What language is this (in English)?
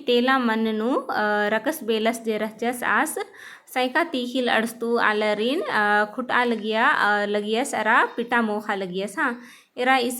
Kurukh